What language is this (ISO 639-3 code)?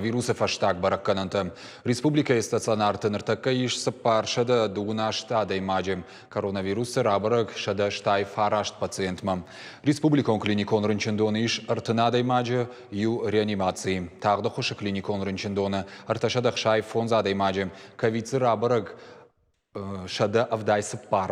oss